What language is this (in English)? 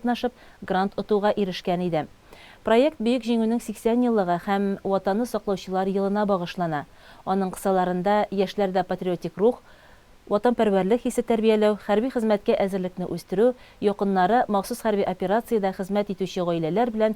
Tatar